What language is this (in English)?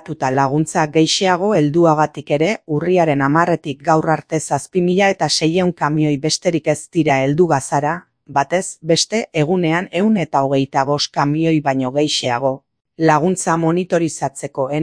Basque